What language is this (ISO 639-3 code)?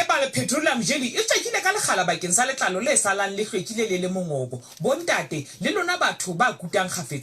sot